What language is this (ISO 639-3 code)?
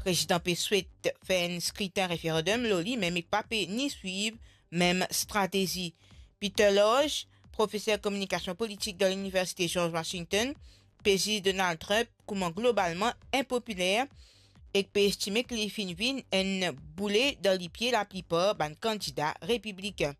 mfe